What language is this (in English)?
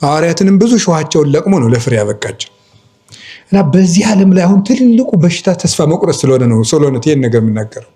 Amharic